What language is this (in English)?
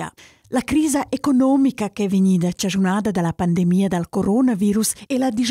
Romansh